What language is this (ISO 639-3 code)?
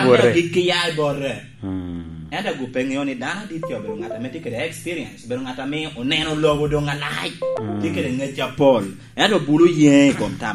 laj